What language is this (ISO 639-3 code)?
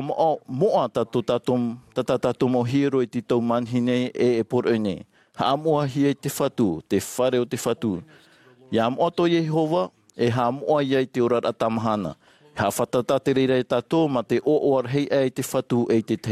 tah